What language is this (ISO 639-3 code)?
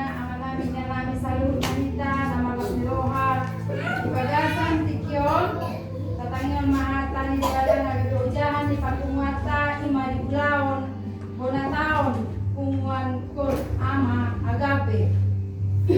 bbc